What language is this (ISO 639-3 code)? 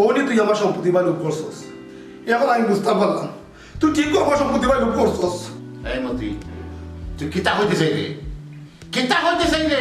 syl